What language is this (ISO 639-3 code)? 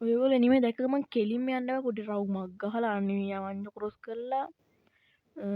sin